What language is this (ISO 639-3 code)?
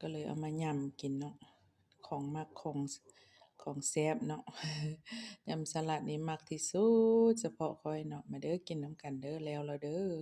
lao